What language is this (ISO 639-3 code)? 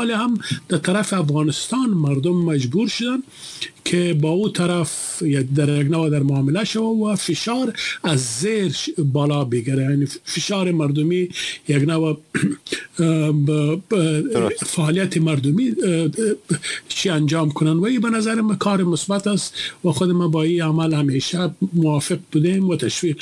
fas